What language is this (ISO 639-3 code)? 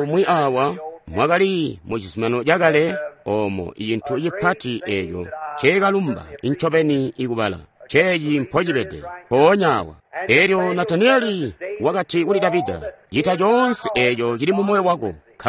toi